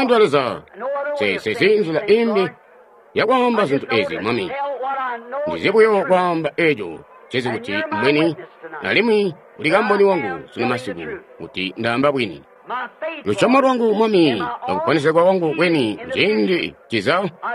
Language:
Tonga (Zambia)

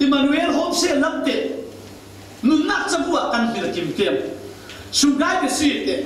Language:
Falam Chin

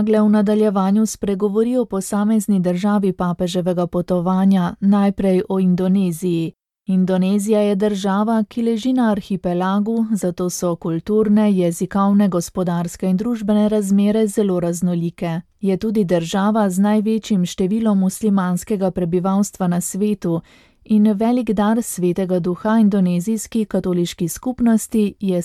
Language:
Slovenian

